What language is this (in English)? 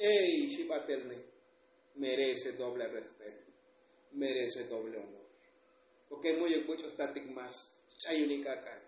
Tzotzil